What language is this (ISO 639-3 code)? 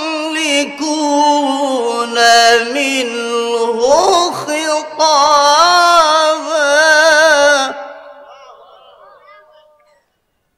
ara